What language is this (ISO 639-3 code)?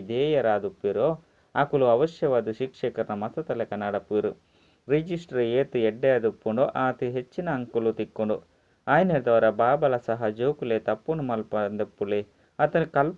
tcy